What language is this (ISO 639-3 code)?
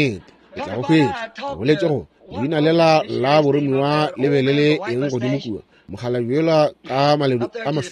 nso